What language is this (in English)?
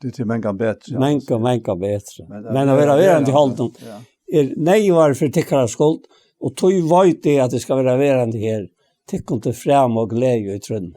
Faroese